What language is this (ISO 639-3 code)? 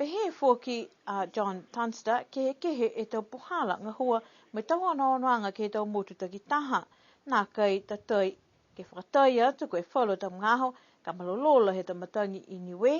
niu